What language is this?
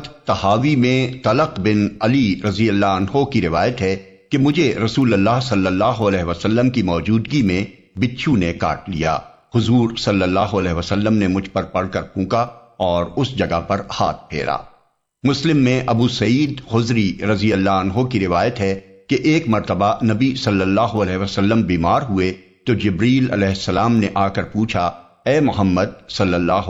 Urdu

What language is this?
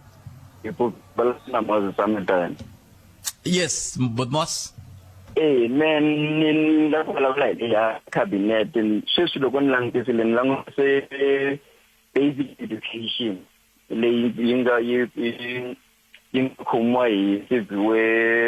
Tsonga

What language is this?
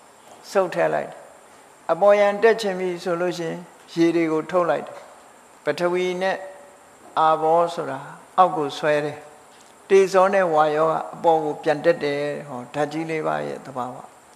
Burmese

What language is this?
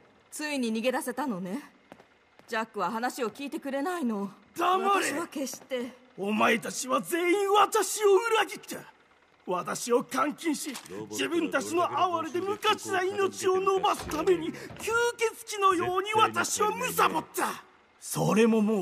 Japanese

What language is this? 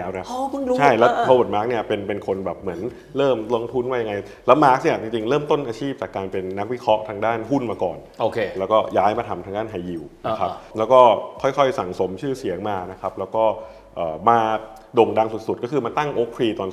Thai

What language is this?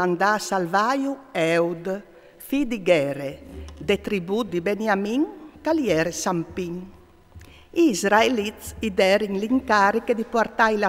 Friulian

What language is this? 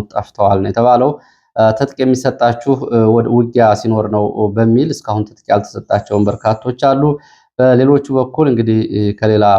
Amharic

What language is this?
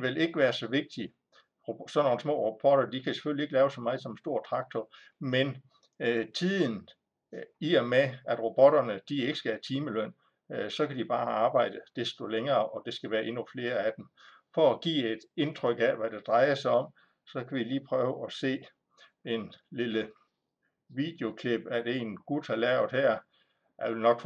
Danish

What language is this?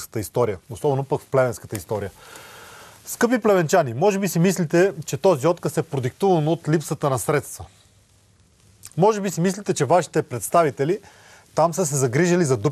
Bulgarian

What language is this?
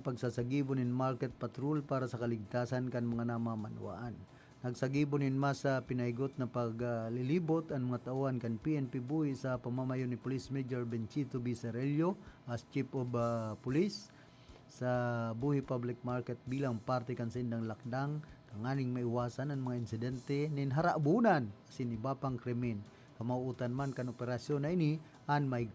Bikol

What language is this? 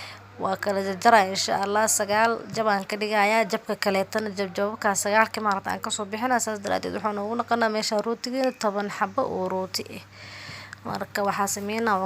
Somali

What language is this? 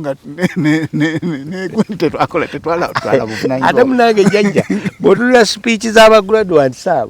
Ganda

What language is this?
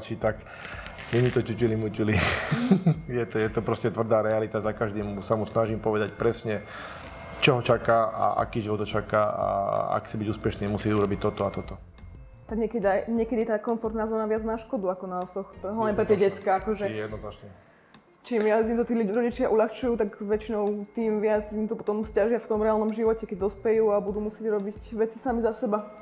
Slovak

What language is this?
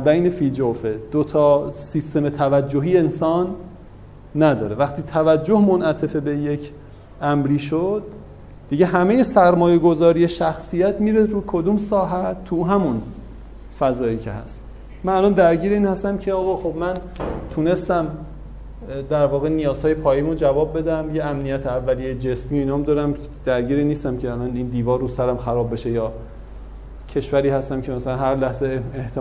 Persian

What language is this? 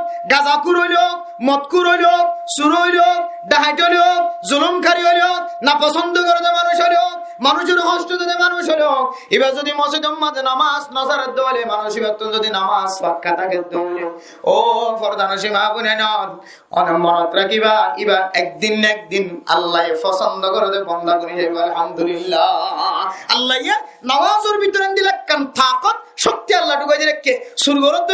Rohingya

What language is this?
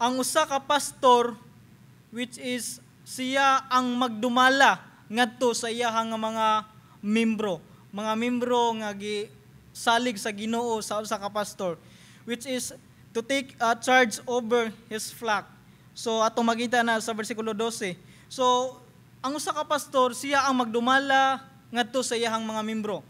Cebuano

